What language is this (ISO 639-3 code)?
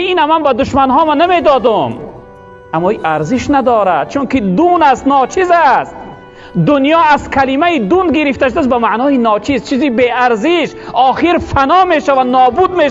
tgk